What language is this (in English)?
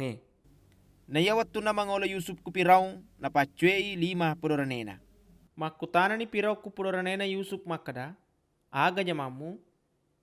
Buginese